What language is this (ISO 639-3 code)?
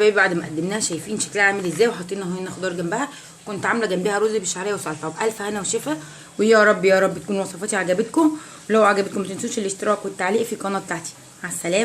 arz